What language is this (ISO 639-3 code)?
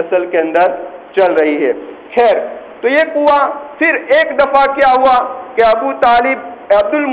urd